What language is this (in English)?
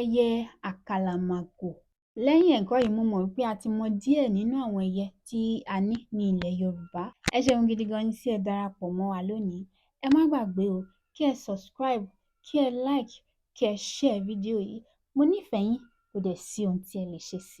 Yoruba